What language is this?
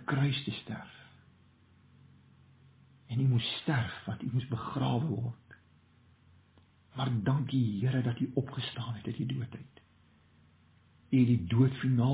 Afrikaans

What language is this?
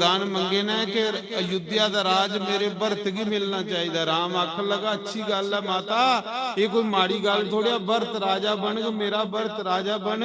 Dogri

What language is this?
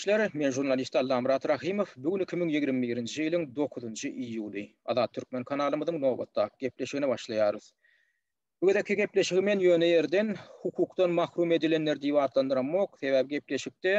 Turkmen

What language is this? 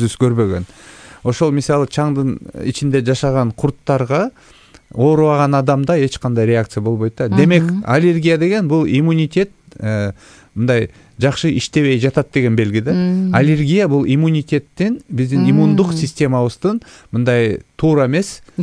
Kyrgyz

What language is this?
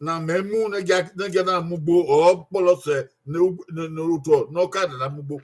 Bini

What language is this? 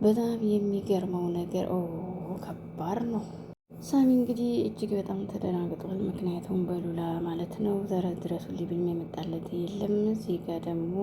Amharic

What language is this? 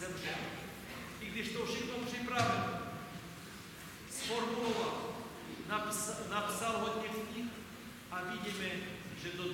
Czech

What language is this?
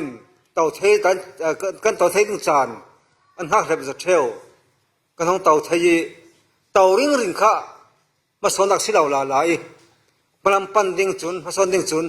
Falam Chin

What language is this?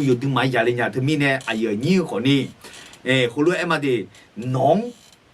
Akha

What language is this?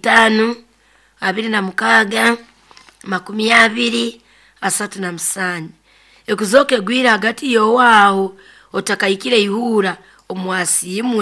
Nyoro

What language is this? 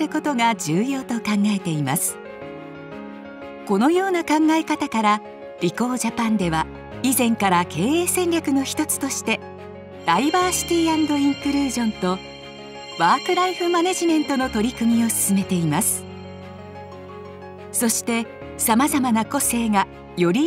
Japanese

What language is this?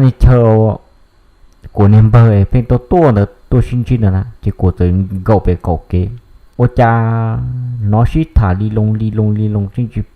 Hmong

